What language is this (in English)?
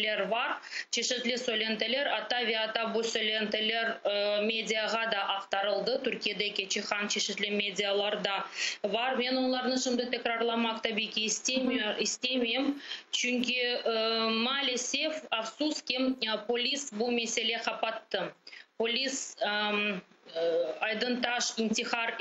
Crimean Tatar